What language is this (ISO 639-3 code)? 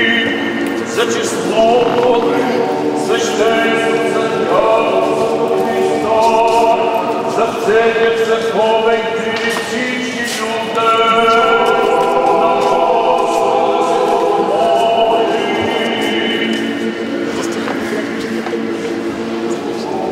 bul